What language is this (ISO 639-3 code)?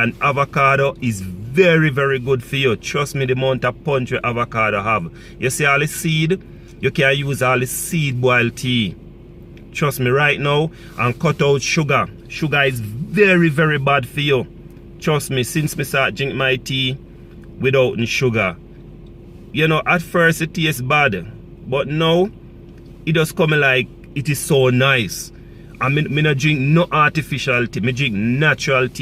jam